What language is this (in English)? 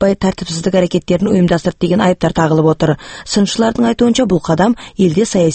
Kazakh